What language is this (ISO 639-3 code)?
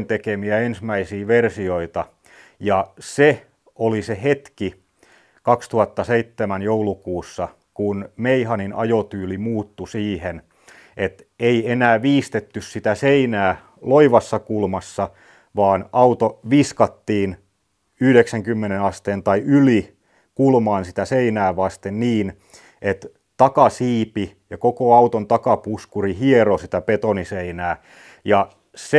fin